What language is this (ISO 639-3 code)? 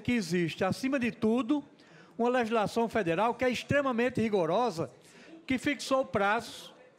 por